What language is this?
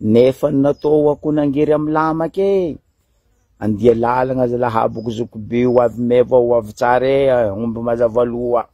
Malagasy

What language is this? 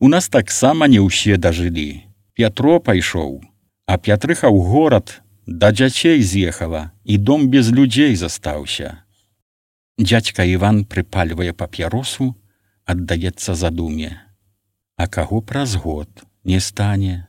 Belarusian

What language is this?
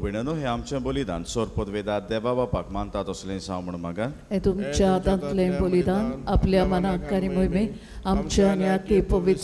Konkani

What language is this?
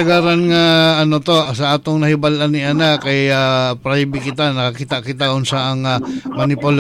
Cebuano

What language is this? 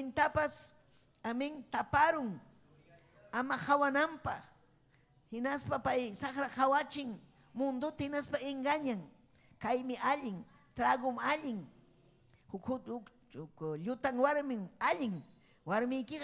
Ayacucho Quechua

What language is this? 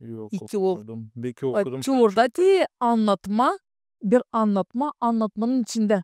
Gagauz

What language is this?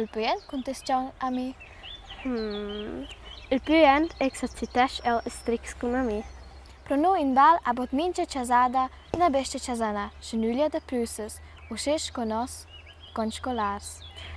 Romansh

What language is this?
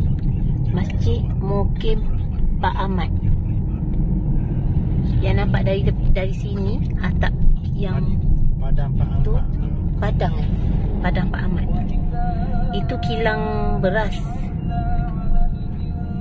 Malay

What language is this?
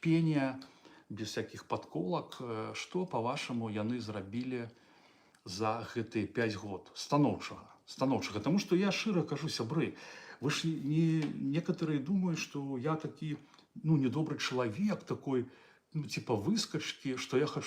Belarusian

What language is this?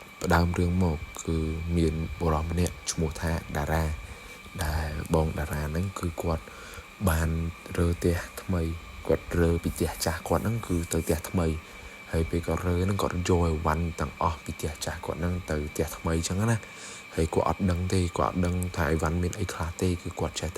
Khmer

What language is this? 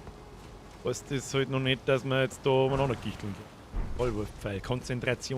Bavarian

